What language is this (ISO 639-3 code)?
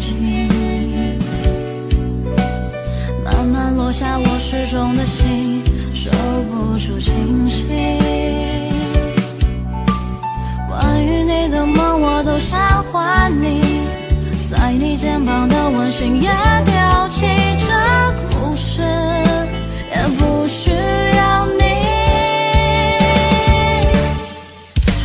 zho